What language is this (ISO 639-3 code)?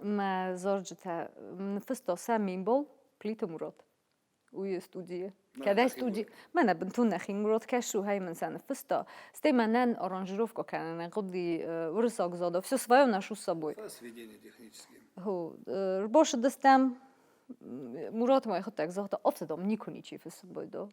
oss